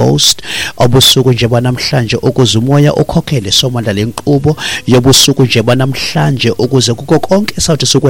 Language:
Xhosa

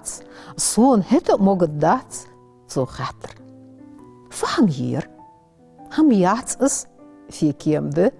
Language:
Ingush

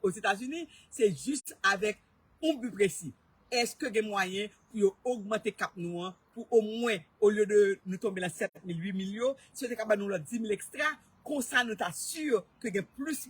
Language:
Haitian Creole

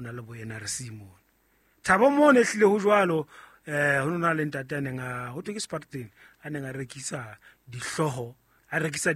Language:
Southern Sotho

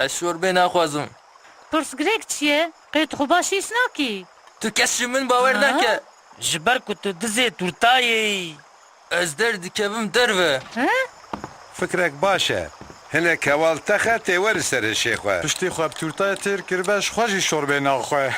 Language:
Kurdish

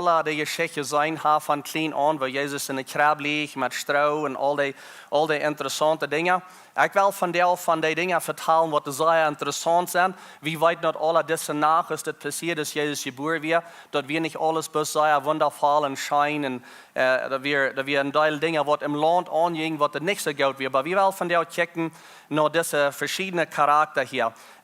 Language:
Plautdietsch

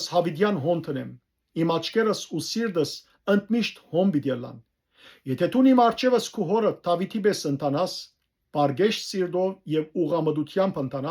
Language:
Western Armenian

